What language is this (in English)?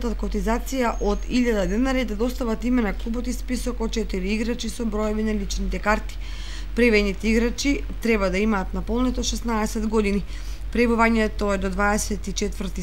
Macedonian